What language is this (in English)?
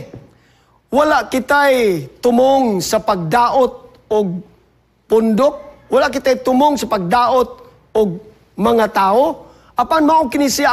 Cebuano